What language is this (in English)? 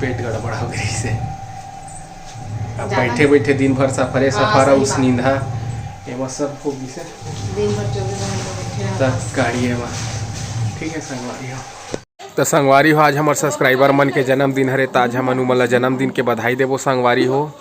Chhattisgarhi